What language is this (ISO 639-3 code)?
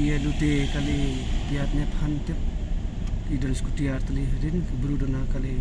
kha